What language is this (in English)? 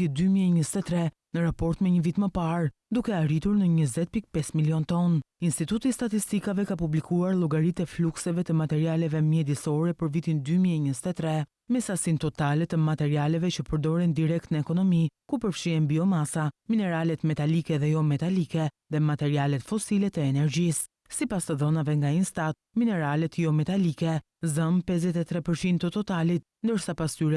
Albanian